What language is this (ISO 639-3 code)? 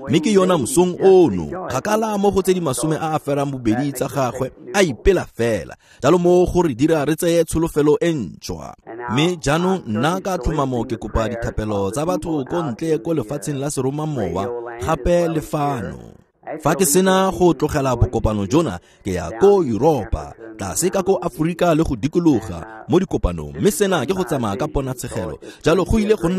tsn